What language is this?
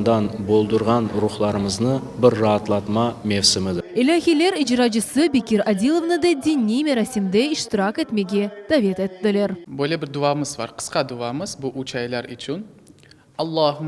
Crimean Tatar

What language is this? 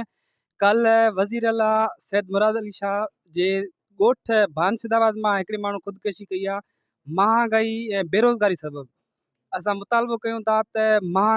Sindhi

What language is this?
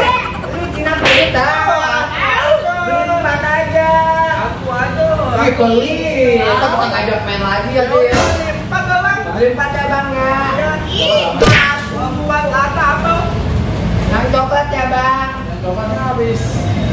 Betawi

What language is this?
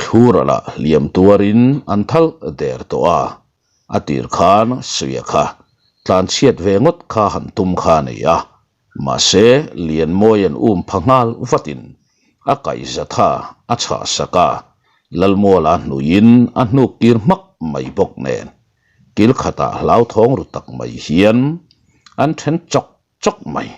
Mizo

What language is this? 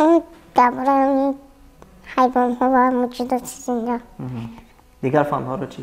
Tajik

